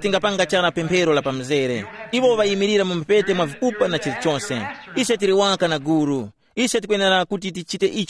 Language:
Tumbuka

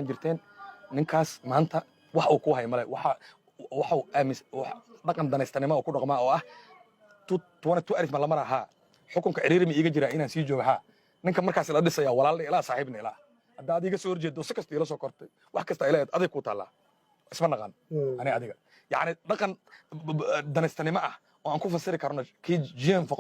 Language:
Somali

